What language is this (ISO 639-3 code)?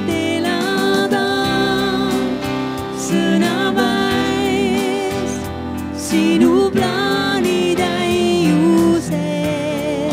est